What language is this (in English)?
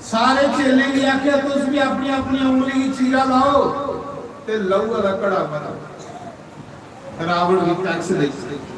Dogri